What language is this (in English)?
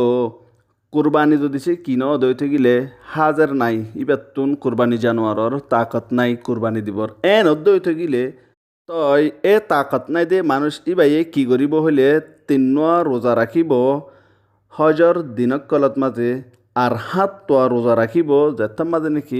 Rohingya